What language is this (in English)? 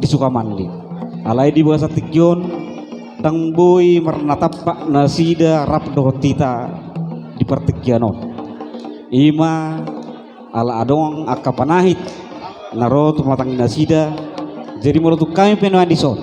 Batak Toba